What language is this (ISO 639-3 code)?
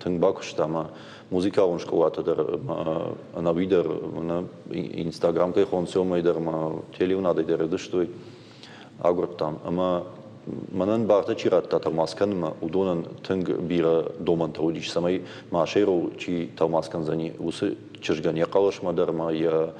oss